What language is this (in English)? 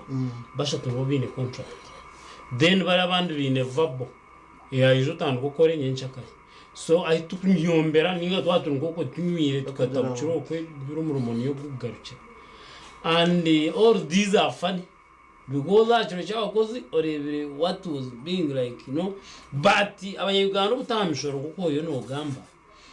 Nyankole